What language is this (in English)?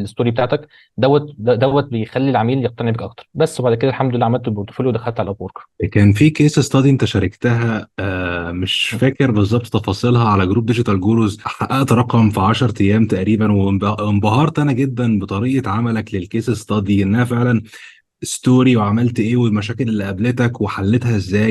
Egyptian Arabic